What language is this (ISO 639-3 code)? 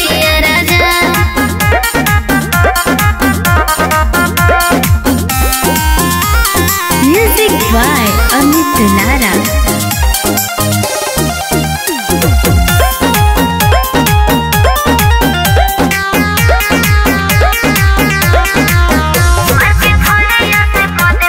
bho